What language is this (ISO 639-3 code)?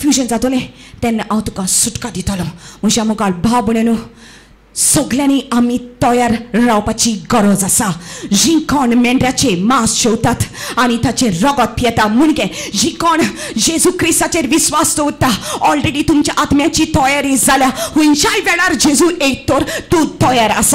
kok